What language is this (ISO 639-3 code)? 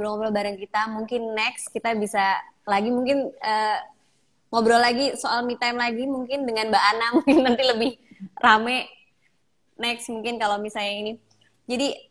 ind